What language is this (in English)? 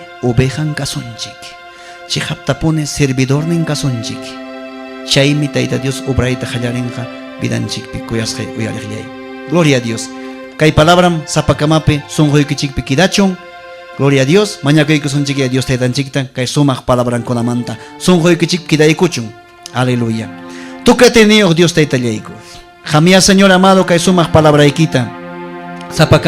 Ayacucho Quechua